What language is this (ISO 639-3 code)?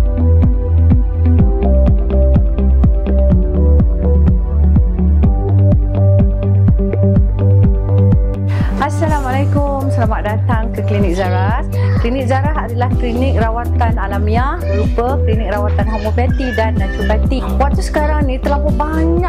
msa